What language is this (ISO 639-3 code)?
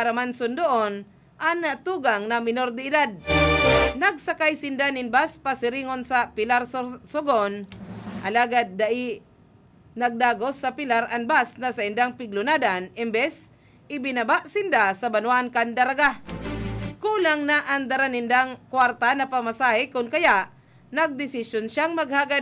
bik